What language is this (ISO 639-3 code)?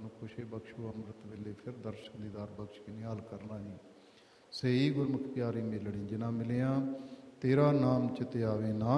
pan